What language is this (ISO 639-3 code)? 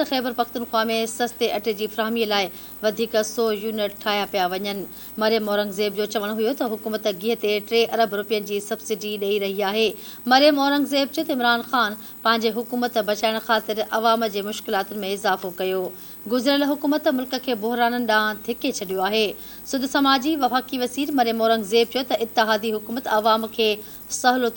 snd